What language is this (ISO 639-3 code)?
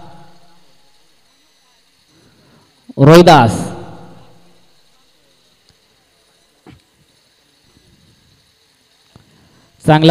mar